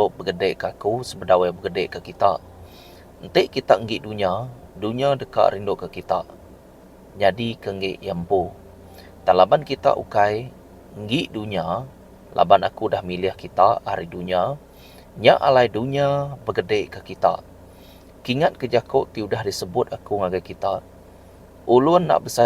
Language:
Iban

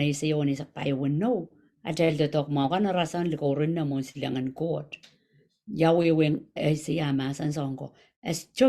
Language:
Pohnpeian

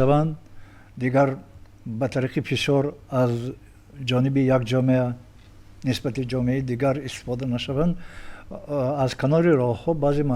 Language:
Tajik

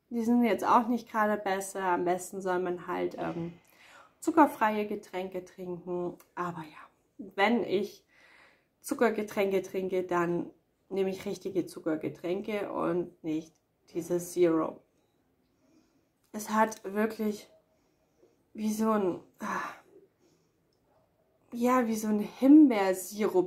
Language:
German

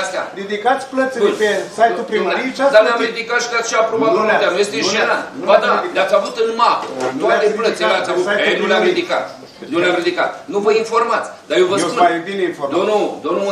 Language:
Romanian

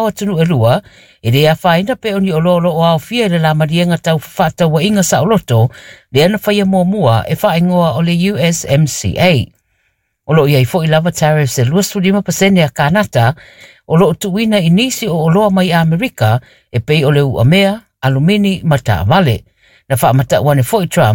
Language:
Samoan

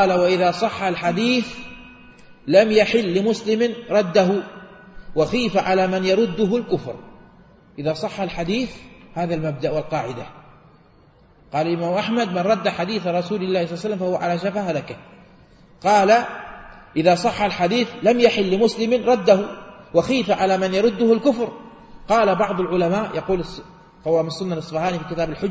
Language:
Arabic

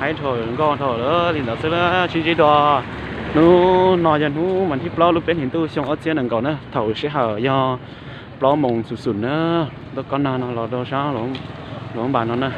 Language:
Hmong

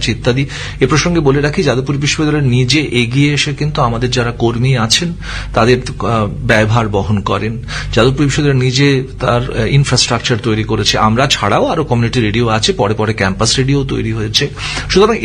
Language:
Bangla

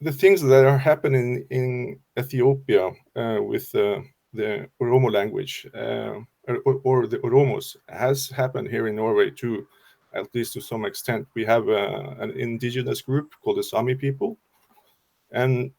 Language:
English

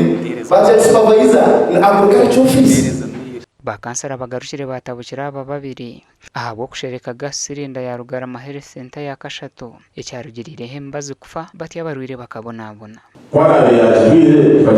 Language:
Nyankole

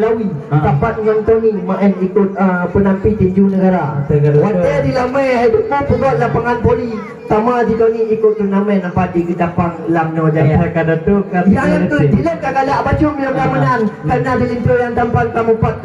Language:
Achinese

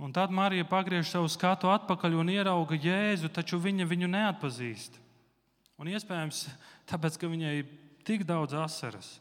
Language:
Latvian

